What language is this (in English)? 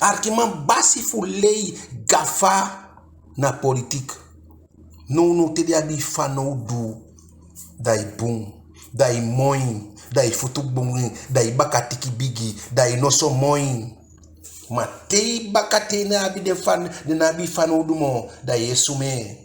Eastern Maroon Creole